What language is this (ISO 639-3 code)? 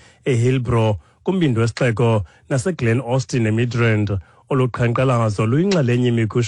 xho